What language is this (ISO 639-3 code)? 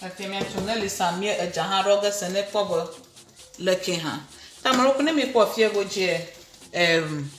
ewe